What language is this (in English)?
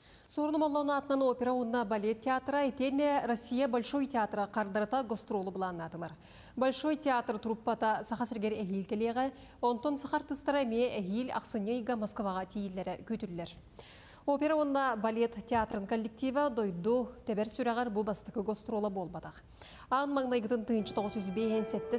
Yakut